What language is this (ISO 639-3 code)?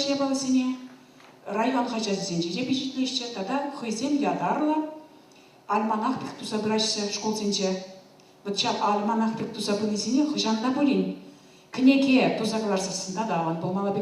chv